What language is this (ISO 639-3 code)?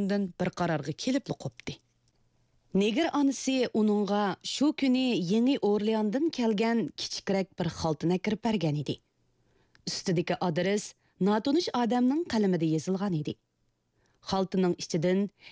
uig